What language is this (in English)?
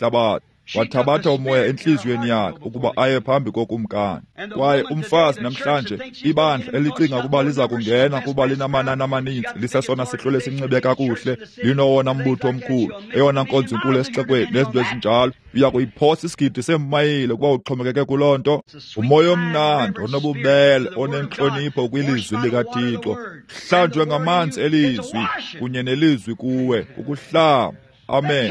Xhosa